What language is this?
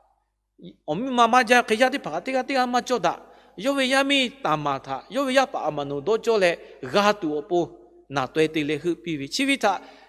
Lahu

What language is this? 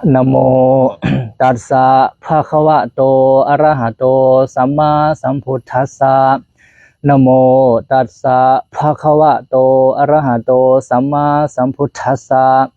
Pali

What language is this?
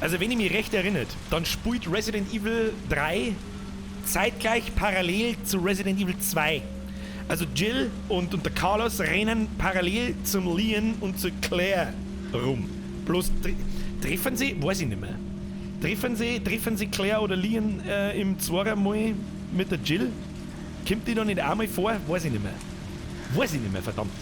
Bavarian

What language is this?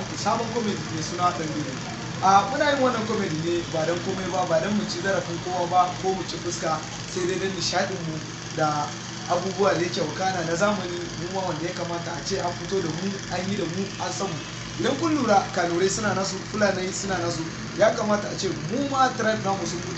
Hausa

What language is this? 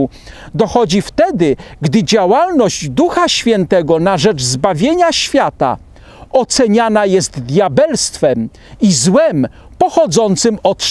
Polish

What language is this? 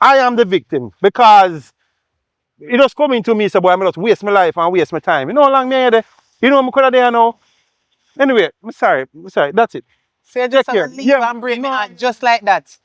Jamaican Creole English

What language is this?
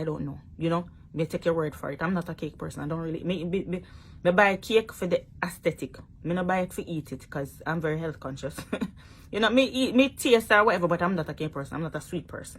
Jamaican Creole English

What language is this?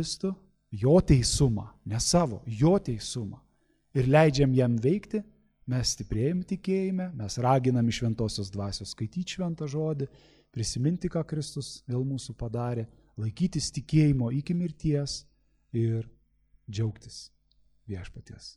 Lithuanian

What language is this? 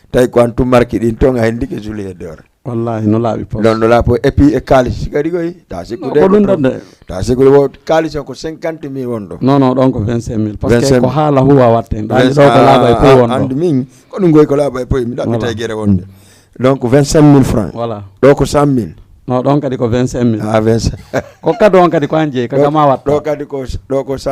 Fula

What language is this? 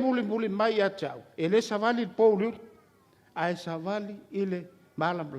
Samoan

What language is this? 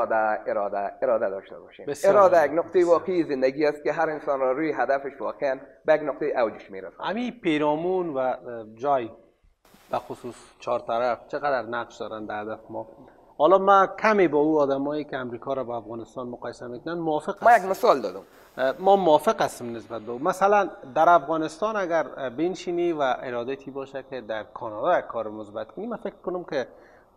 Persian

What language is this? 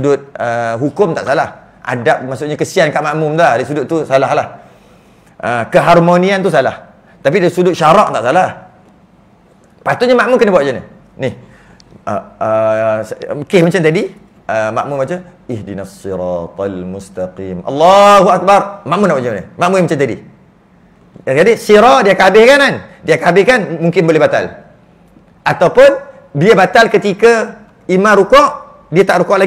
Malay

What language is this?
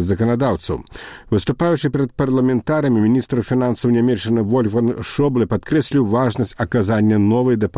Belarusian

